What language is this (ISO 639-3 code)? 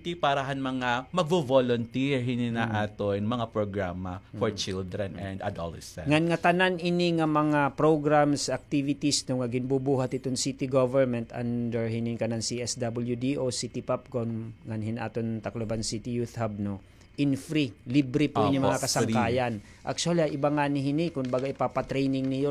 war